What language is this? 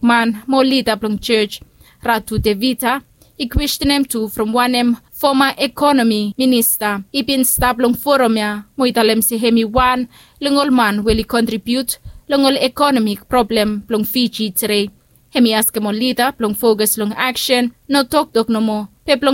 Bislama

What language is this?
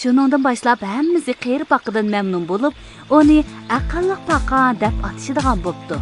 Uyghur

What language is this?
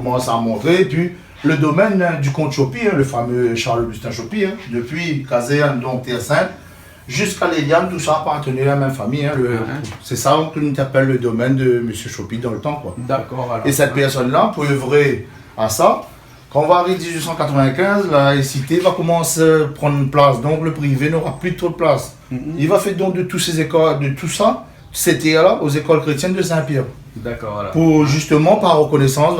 Réunion Creole French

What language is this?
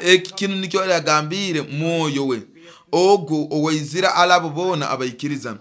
Nyoro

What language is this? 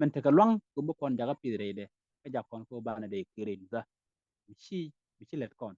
Nuer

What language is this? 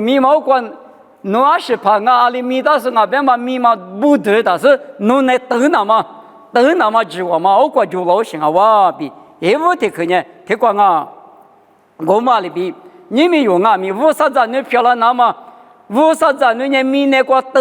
Lisu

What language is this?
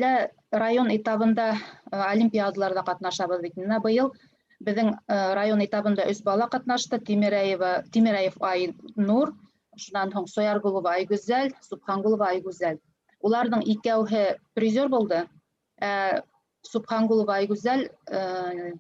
Bashkir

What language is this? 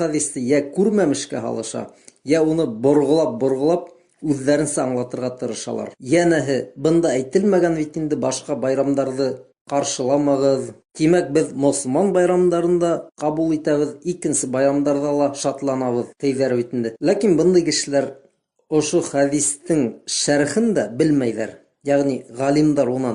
Bashkir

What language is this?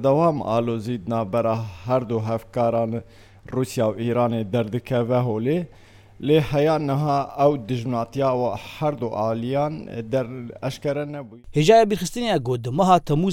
Kurdish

